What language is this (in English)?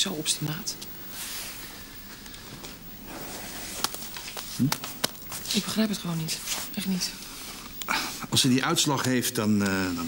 Dutch